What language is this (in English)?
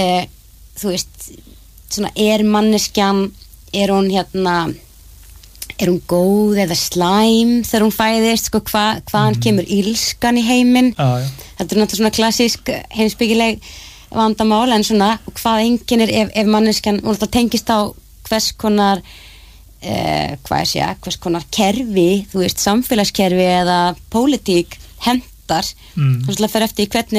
Icelandic